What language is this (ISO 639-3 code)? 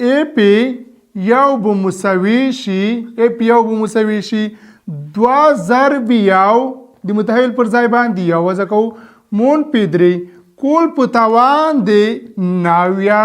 pus